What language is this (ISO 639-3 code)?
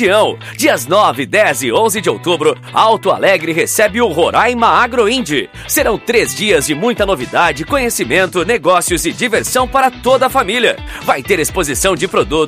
por